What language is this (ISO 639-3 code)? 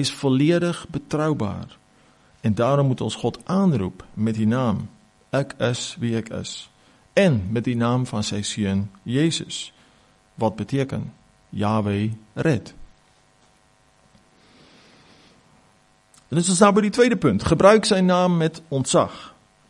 afr